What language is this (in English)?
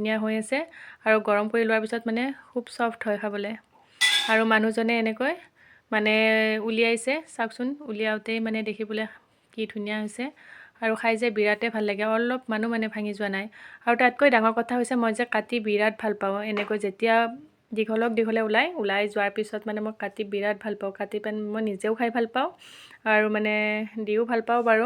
Assamese